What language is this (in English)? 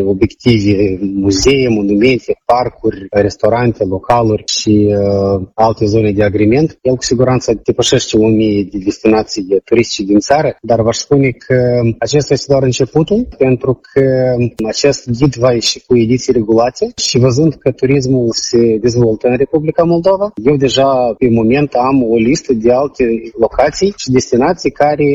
Romanian